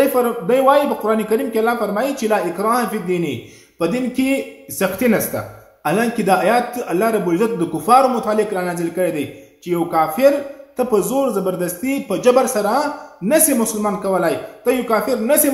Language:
Pashto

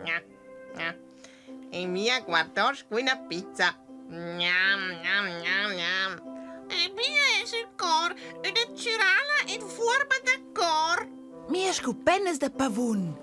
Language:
Romansh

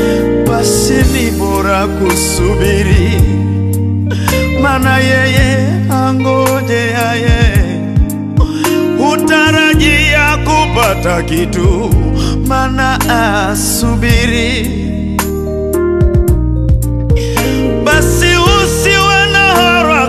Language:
Swahili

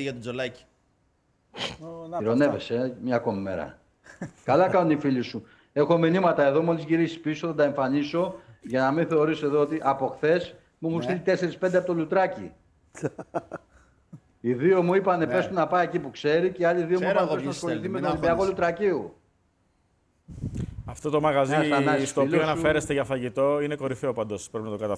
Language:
Greek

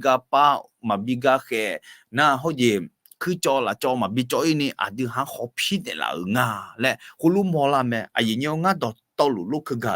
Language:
Akha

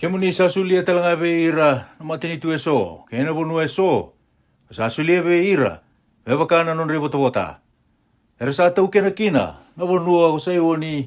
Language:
Fijian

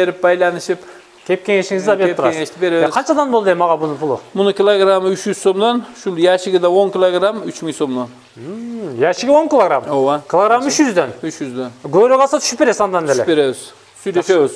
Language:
Kyrgyz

